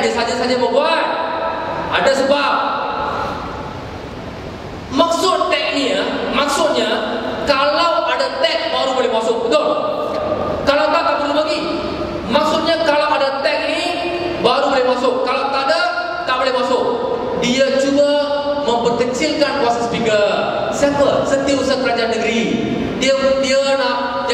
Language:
Malay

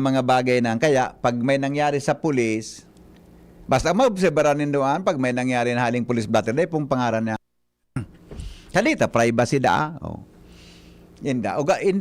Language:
Bikol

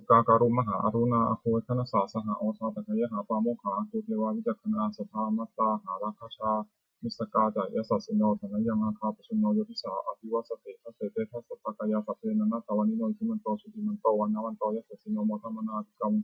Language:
Pali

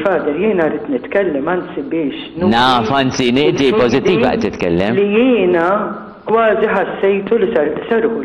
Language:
Maltese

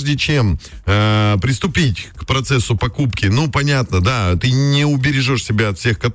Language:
Russian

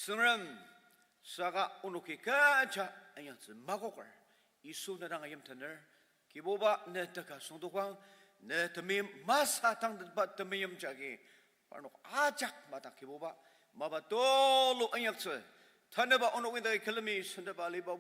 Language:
Ao Naga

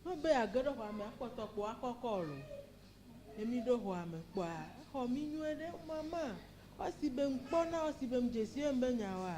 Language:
Ewe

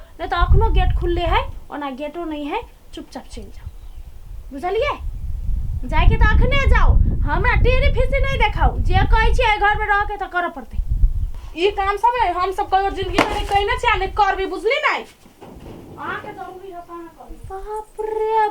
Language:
Maithili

